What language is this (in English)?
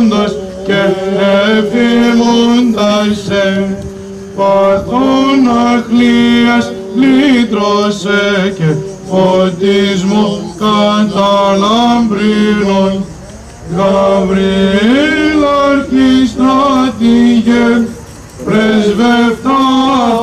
Greek